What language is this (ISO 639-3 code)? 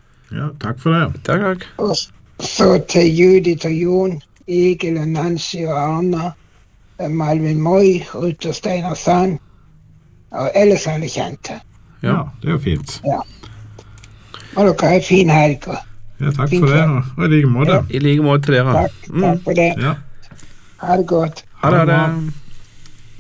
nor